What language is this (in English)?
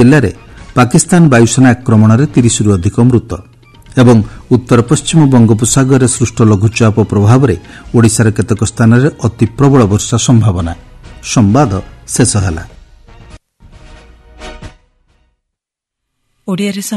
Odia